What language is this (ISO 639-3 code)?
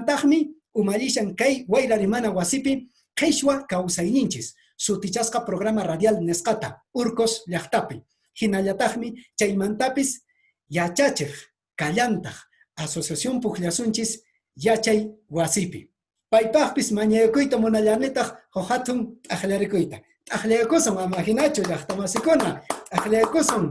que